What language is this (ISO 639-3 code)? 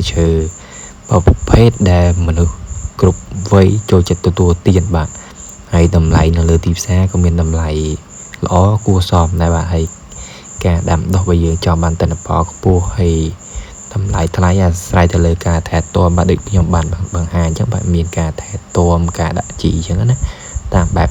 khm